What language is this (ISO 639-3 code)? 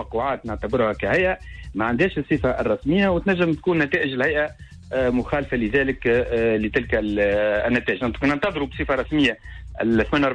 aeb